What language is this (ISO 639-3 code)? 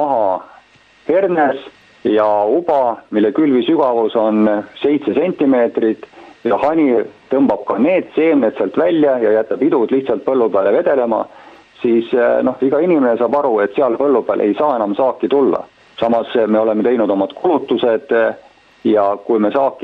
est